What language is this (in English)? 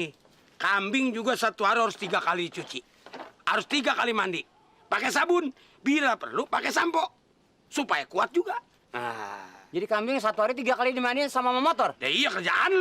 Betawi